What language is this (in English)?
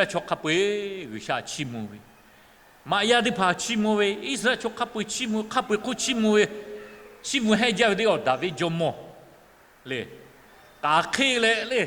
Lahu